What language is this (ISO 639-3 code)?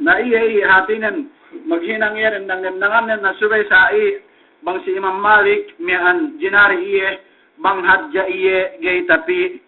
yka